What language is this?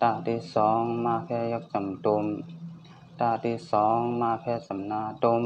Shan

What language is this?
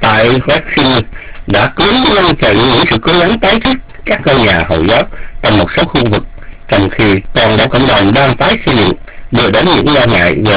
Vietnamese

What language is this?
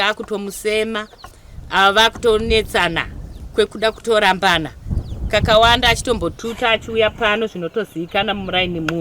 Shona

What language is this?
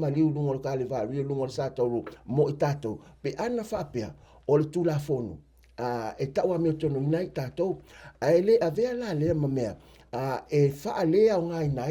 Samoan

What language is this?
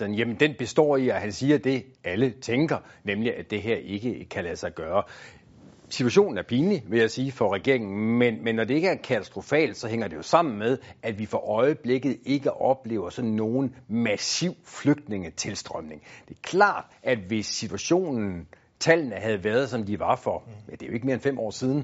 Danish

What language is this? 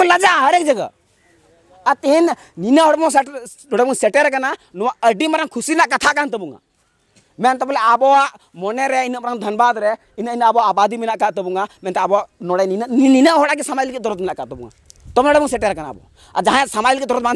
Santali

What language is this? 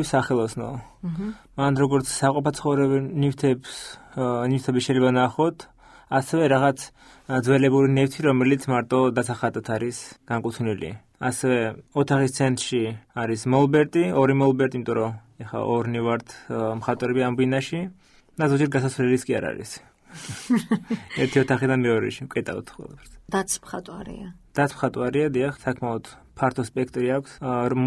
Georgian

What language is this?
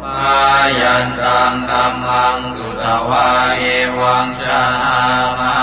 Pali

